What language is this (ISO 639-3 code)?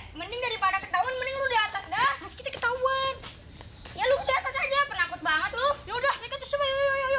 bew